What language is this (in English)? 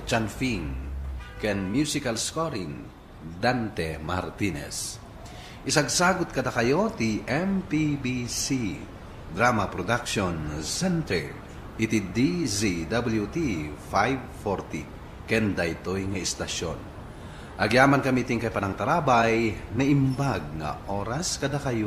Iloko